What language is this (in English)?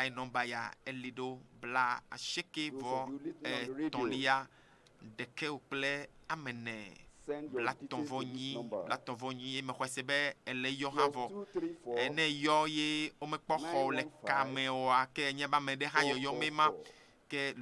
Ewe